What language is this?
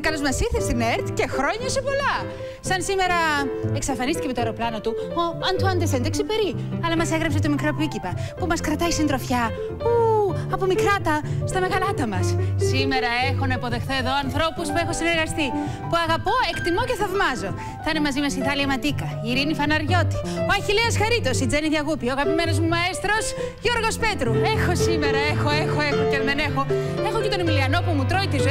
Greek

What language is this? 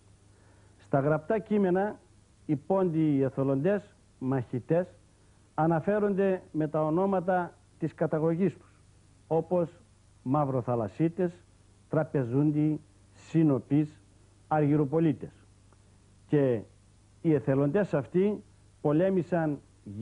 Greek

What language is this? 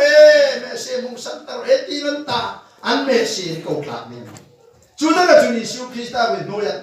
Hmar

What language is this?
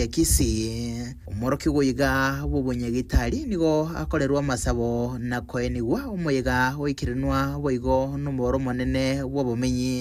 Gusii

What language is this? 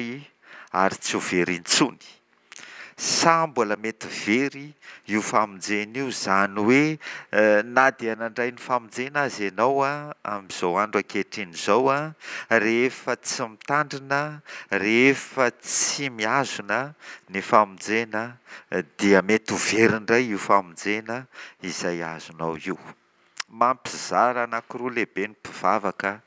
Malagasy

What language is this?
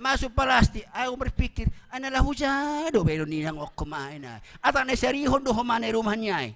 Batak Simalungun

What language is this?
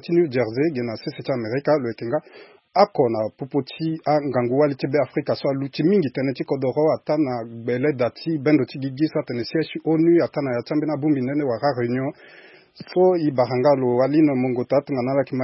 Sango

